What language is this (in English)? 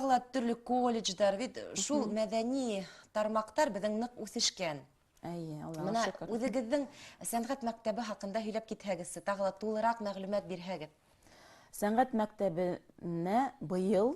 Bashkir